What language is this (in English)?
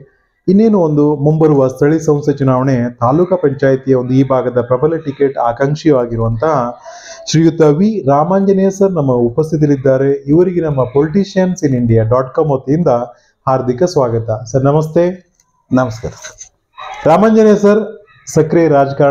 Kannada